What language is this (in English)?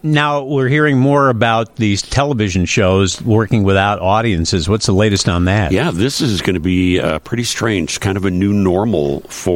English